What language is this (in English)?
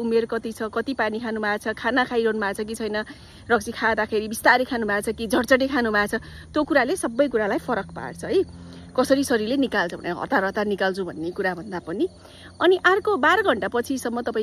Nepali